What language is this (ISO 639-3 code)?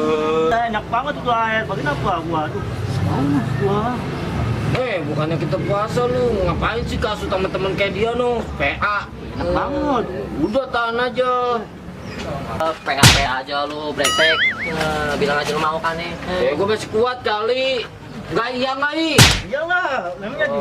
bew